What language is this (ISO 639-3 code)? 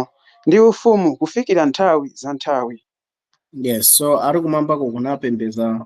nya